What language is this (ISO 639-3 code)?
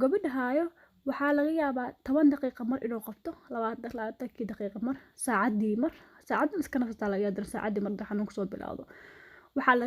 som